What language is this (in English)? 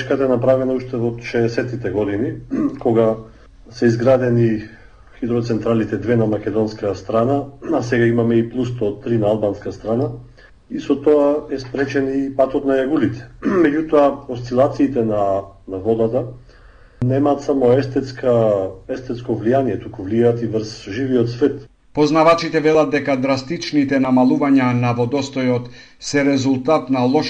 Macedonian